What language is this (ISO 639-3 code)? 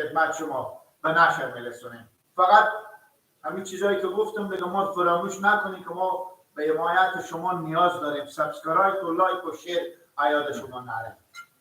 fas